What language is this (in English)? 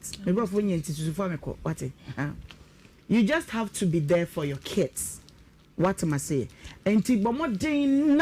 Akan